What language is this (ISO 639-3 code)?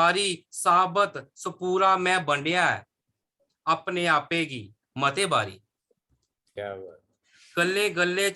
doi